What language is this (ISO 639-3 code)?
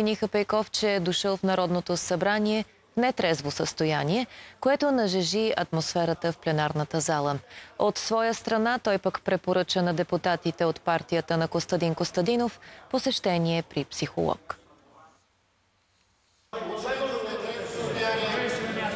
bul